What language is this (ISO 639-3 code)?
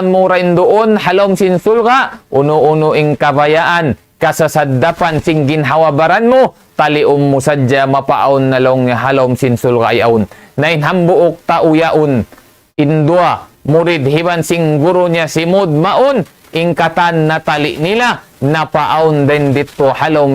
tsg